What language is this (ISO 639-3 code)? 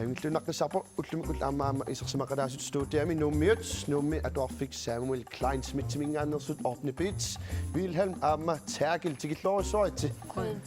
kal